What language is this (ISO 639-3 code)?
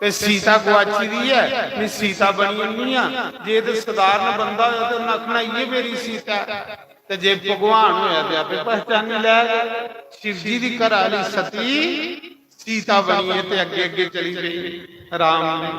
doi